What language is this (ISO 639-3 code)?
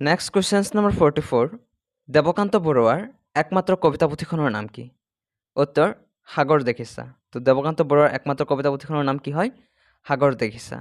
asm